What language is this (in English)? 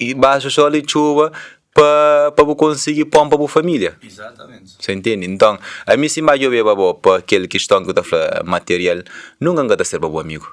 Kabuverdianu